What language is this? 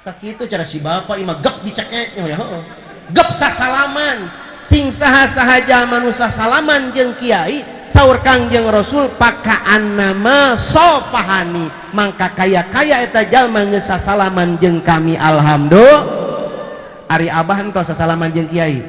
Sundanese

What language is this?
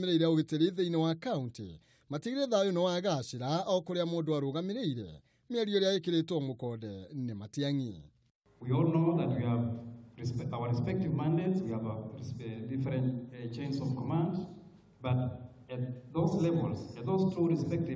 Kikuyu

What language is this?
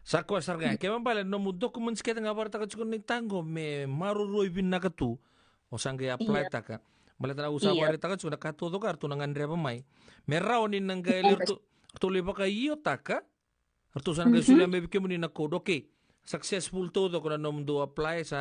Fijian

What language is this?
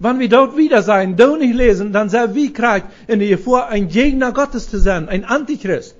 Plautdietsch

